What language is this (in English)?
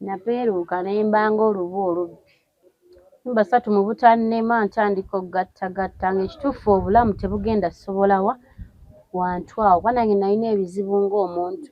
Ganda